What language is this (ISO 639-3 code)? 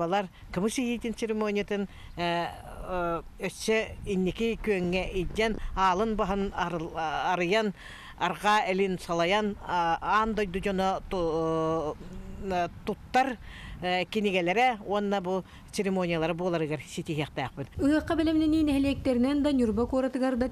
sah